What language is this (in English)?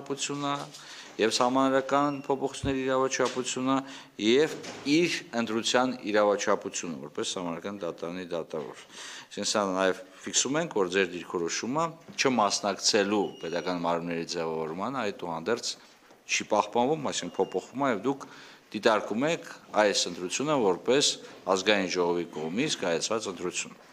Armenian